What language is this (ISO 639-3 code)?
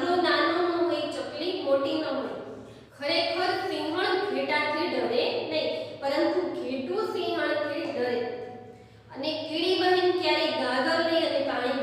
guj